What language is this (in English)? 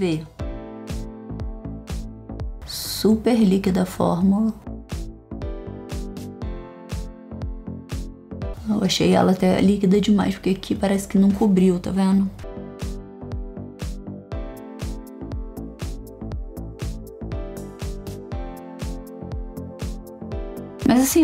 Portuguese